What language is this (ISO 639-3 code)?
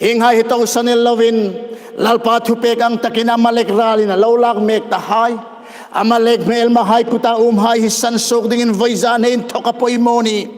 hmr